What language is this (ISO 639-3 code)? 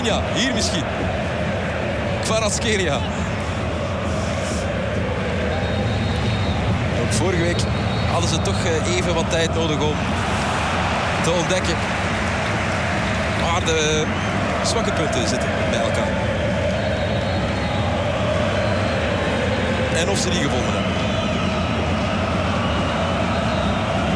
nld